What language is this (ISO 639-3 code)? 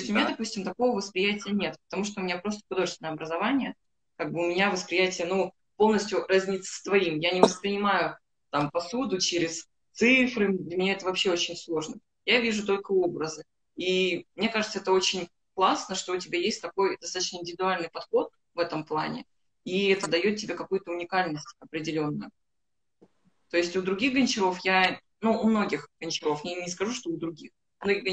rus